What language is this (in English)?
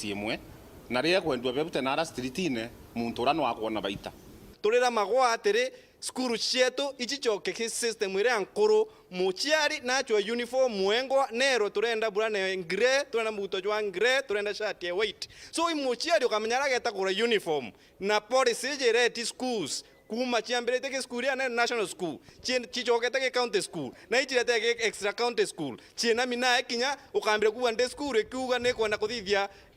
Meru